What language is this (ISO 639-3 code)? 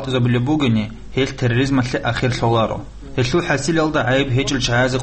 ava